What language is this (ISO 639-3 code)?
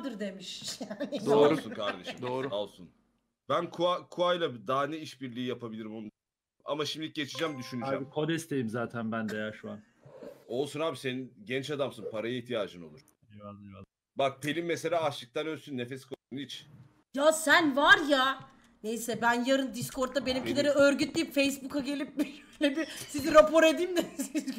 tur